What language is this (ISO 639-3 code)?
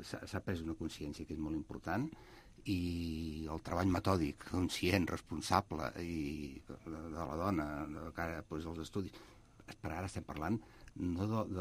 cat